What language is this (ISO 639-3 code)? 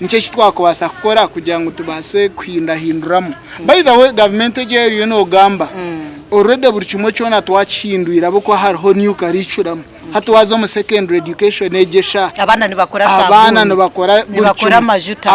nyn